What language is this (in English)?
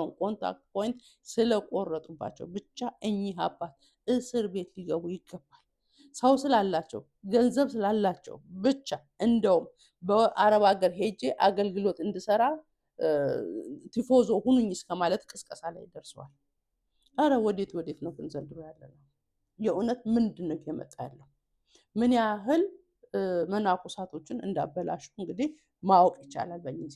Amharic